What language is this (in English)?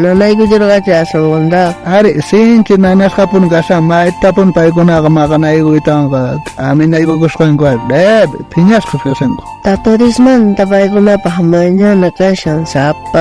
South Bolivian Quechua